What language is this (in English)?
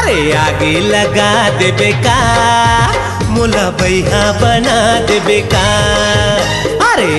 Chhattisgarhi